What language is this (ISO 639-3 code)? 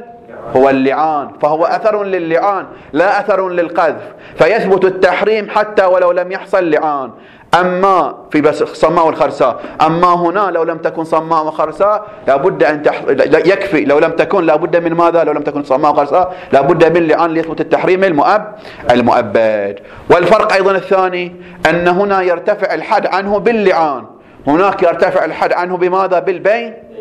ara